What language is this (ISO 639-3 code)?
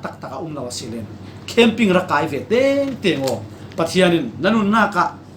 cfm